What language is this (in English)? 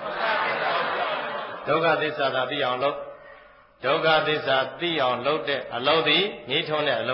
Burmese